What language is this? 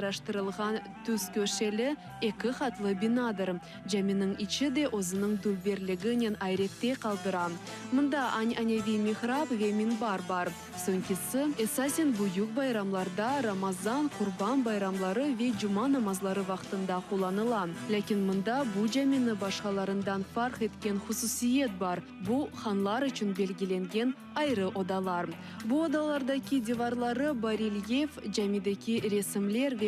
Crimean Tatar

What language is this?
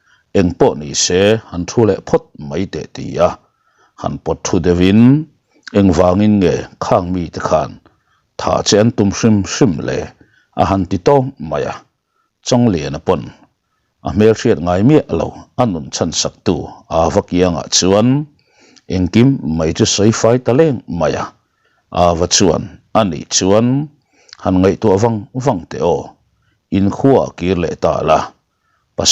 Mizo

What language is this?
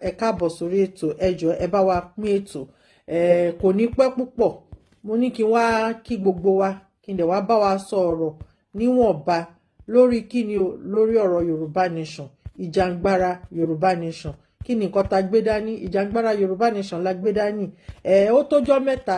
Yoruba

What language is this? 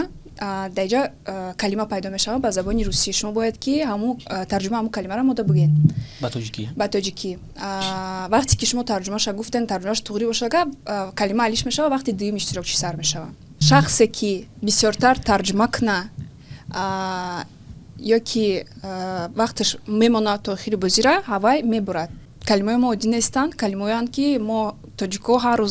Tajik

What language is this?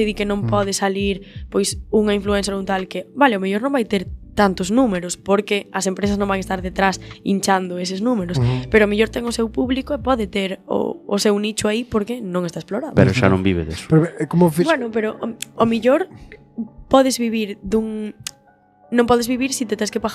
Galician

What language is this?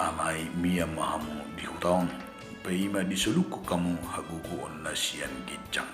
Batak Toba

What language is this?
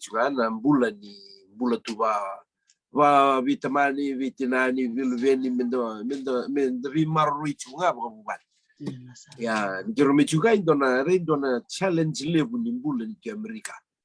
Fijian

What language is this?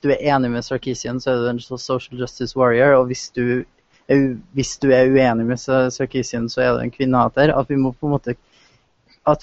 Norwegian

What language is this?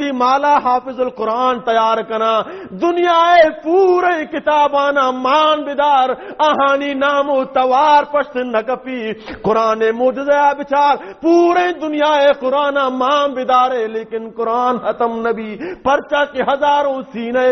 Baluchi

